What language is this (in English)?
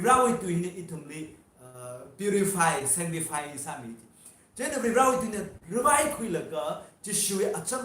Tangkhul Naga (India)